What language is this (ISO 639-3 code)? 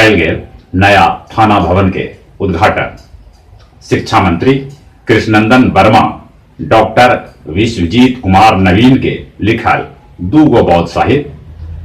mag